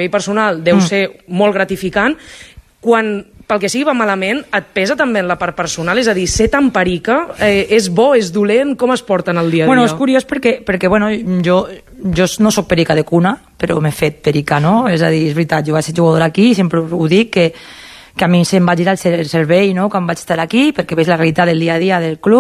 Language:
Catalan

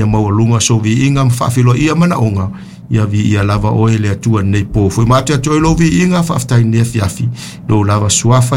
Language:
Samoan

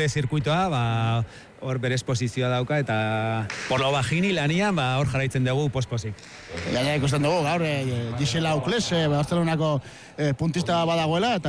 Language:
Basque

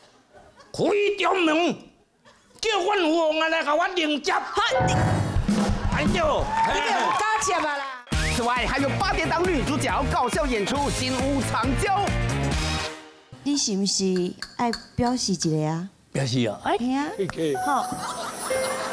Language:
Chinese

